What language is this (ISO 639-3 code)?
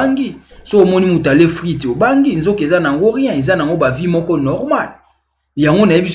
lin